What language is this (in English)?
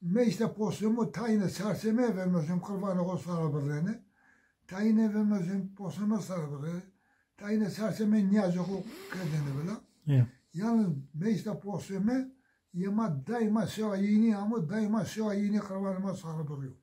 Zaza